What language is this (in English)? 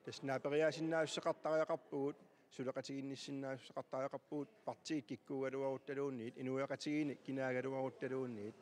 Kalaallisut